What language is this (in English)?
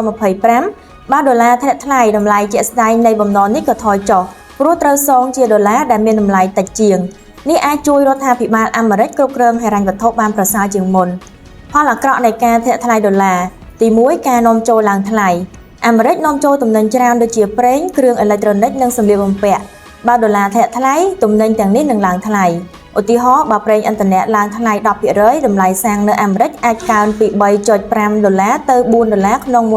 Khmer